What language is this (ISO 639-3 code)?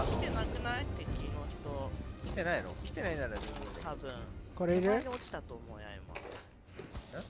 jpn